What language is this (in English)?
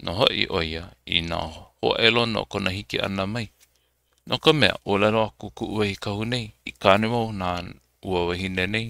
Hawaiian